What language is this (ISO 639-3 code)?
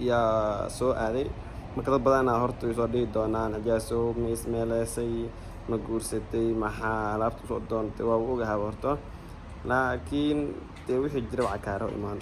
som